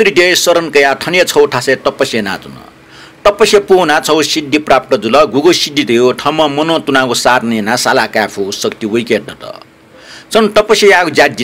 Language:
Newari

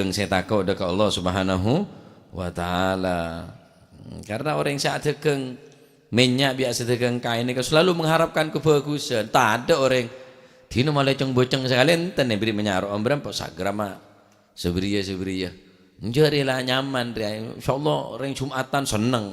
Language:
Madurese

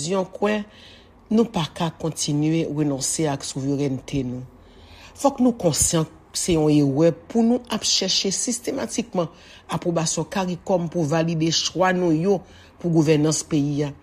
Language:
Haitian Creole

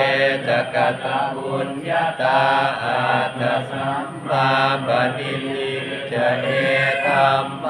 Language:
Pali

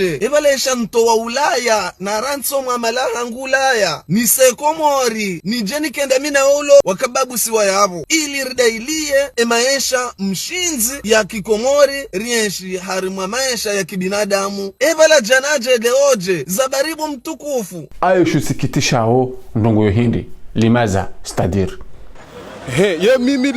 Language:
Ngazidja Comorian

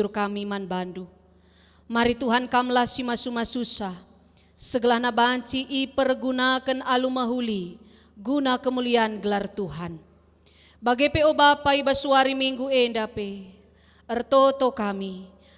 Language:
Batak Karo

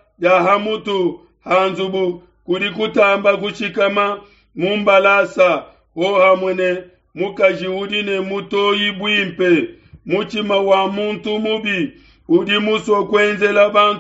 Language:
Luba-Lulua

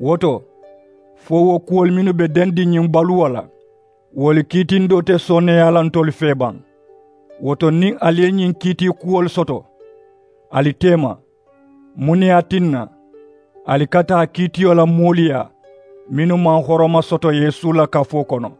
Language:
Mandingo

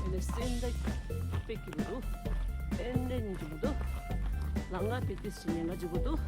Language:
Tibetan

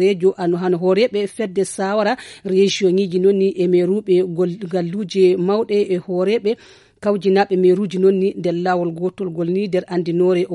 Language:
Fula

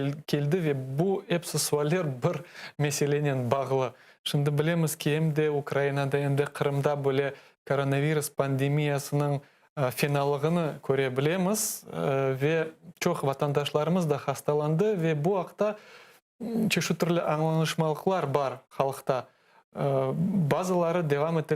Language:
Crimean Tatar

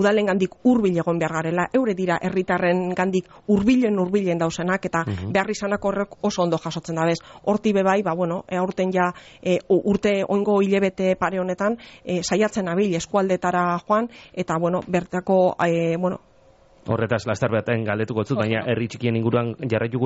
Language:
Basque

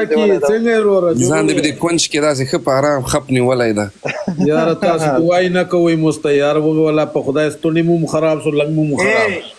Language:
Pashto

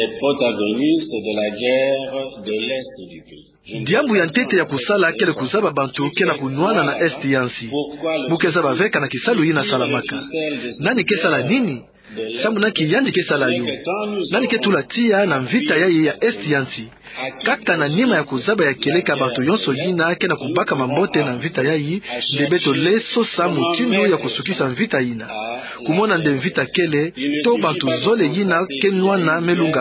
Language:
Kituba (Democratic Republic of Congo)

